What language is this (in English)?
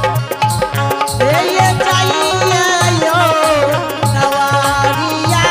Angika